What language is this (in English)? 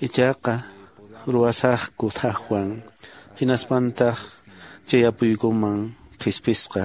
Quechua